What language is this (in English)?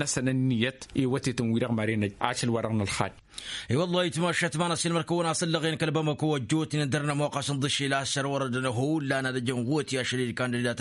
Tamasheq